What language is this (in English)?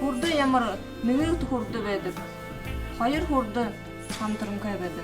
Buriat